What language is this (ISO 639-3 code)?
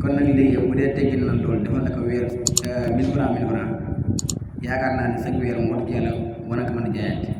wol